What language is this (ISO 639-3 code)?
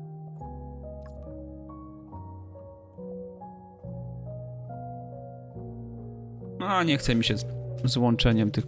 pol